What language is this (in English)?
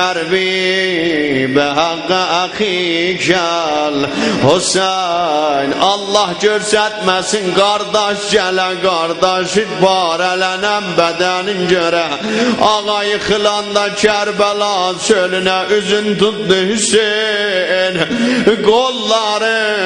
South Azerbaijani